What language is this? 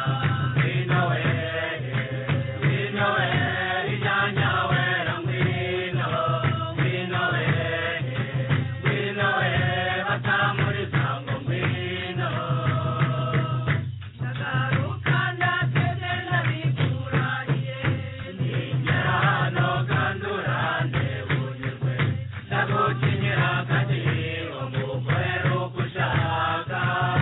Kinyarwanda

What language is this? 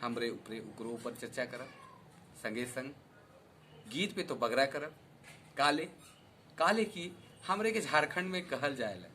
Sadri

